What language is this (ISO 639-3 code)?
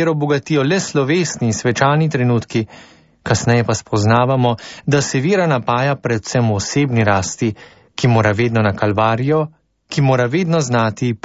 slv